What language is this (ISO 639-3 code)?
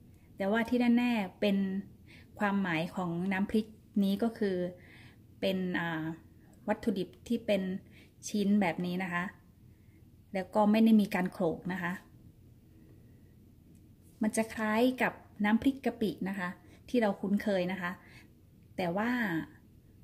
tha